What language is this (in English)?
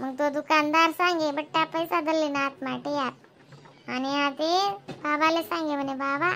Khandesi